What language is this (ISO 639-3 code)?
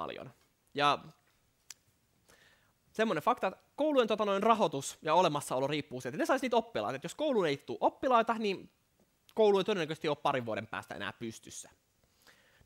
fin